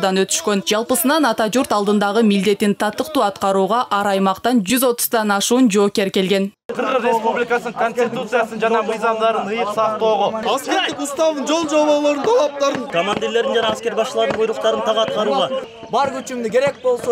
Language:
Kyrgyz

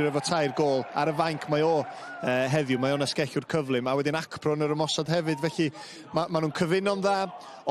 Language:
Welsh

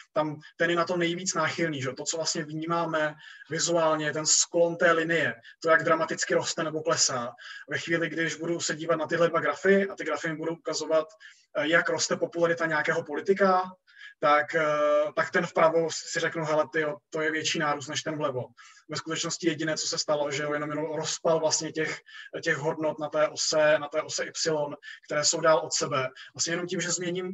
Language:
Czech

